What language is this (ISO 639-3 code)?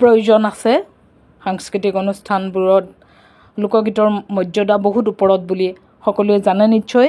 asm